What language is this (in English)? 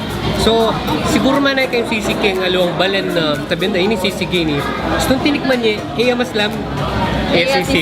Pampanga